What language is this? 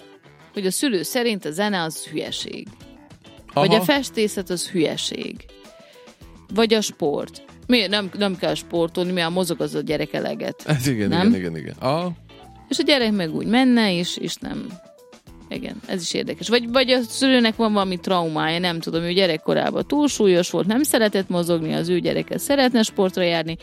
Hungarian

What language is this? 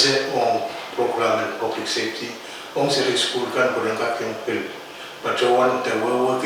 Pohnpeian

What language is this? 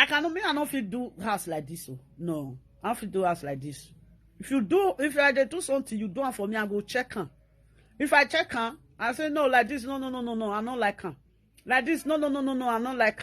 Nigerian Pidgin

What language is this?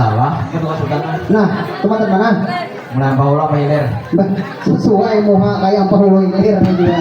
Banjar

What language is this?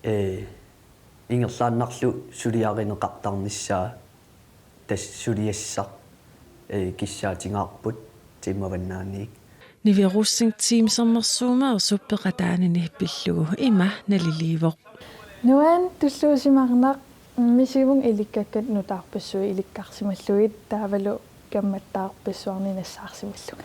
Kalaallisut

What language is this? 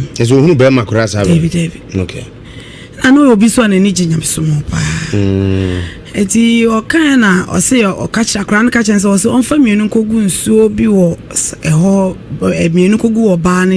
Akan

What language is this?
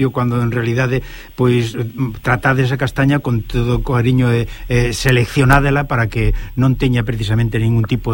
Galician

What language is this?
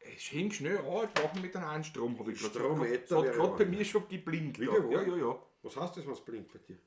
Bavarian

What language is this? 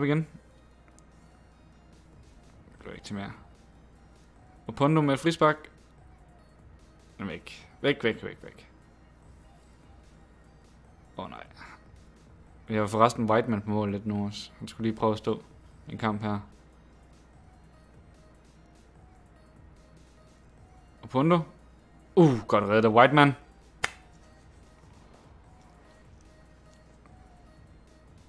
Danish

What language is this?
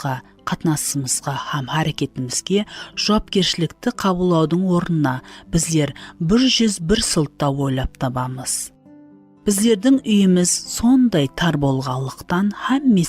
Kara-Kalpak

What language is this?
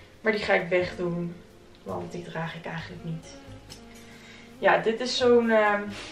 Dutch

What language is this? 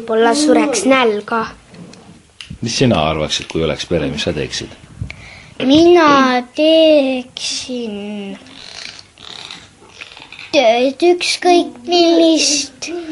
Estonian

